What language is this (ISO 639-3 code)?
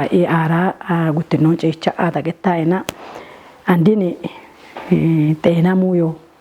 kbr